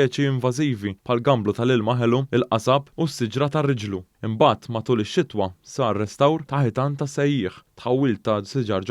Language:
Maltese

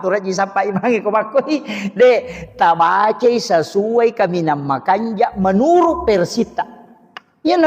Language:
Buginese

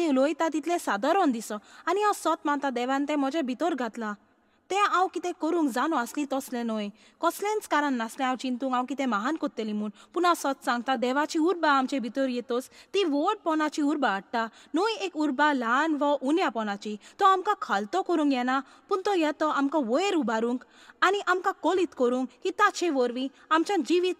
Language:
Konkani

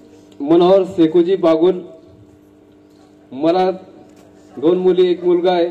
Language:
Marathi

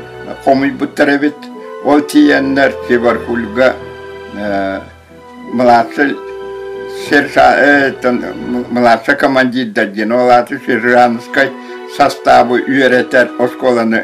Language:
Yakut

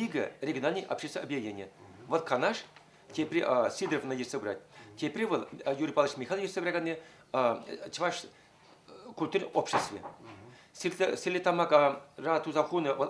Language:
Chuvash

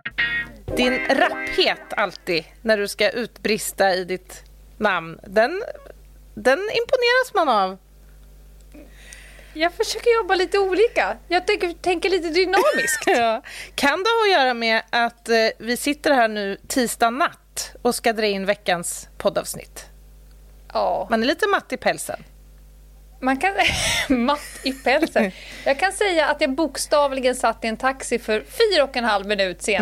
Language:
Swedish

